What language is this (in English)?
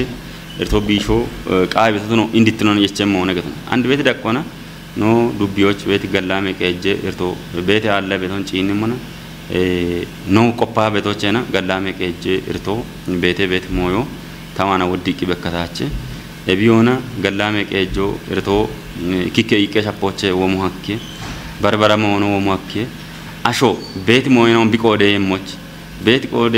Kafa